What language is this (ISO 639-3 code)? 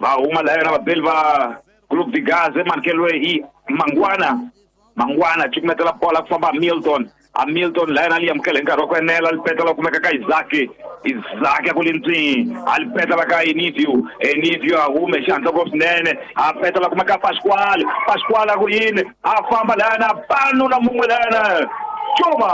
tso